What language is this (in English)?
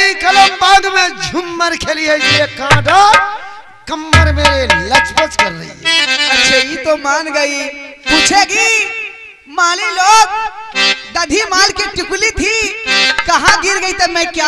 Bhojpuri